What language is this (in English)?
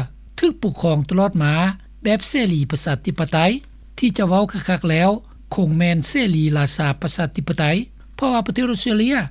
Lao